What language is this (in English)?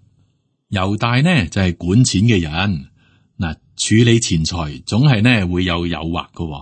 Cantonese